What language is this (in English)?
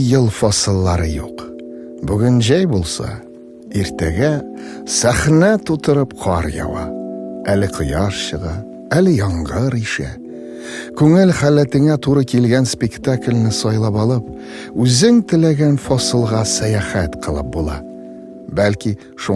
Tatar